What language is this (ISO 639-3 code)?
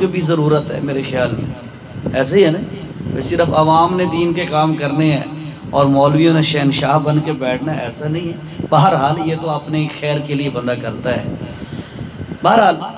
urd